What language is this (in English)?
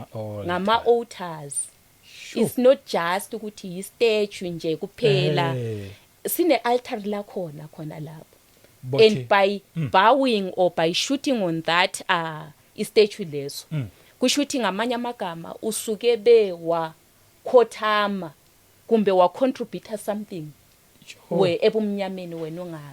Zulu